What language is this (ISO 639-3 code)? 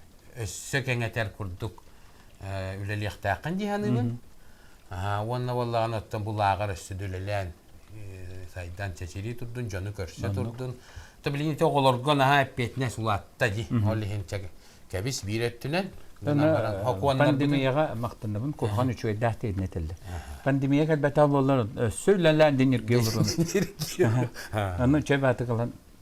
sah